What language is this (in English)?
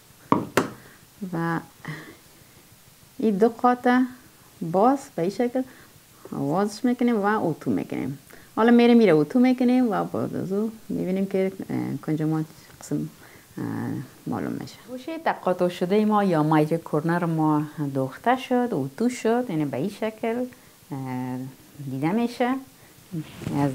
Persian